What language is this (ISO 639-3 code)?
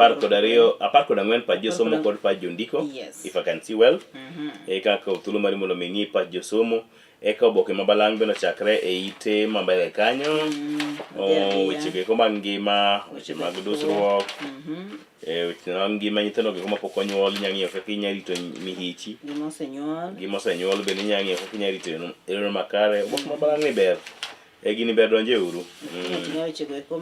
luo